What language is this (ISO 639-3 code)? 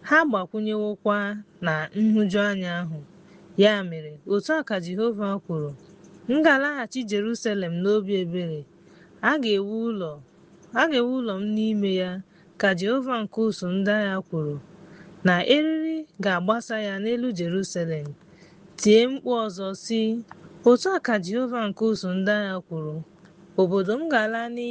ibo